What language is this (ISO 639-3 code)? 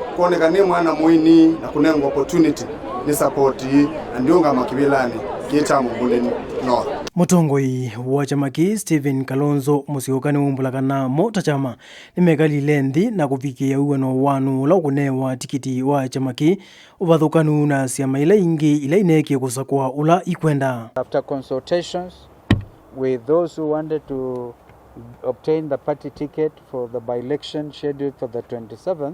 kam